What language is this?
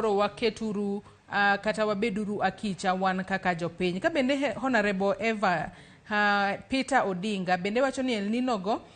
Luo (Kenya and Tanzania)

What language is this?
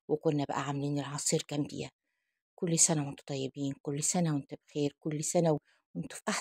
Egyptian Arabic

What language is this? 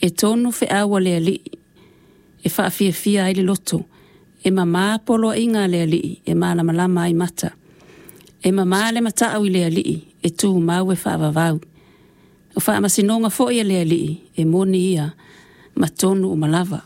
Samoan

